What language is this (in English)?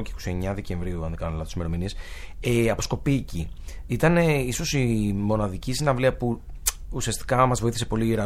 Greek